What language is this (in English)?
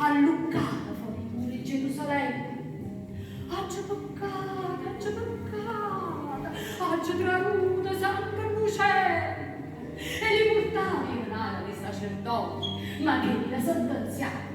Neapolitan